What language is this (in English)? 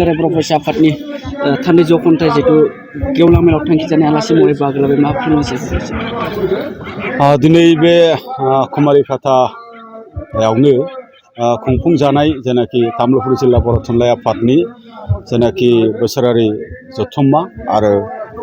Bodo